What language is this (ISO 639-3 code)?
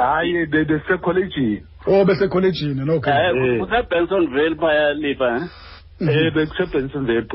xho